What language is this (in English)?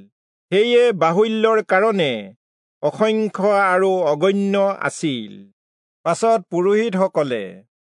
Assamese